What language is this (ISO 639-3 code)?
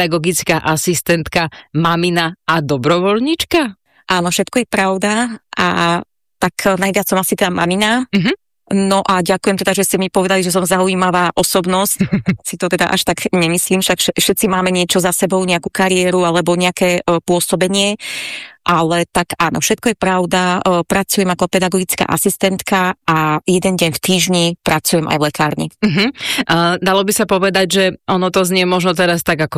slk